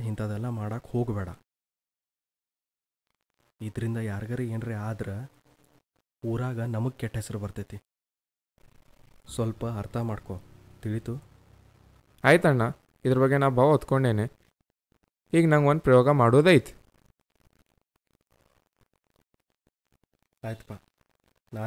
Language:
Kannada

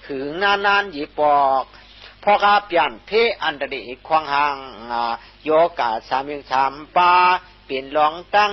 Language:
Shan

